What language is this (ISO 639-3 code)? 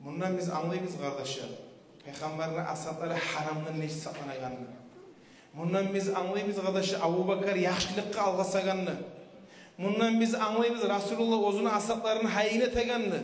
kum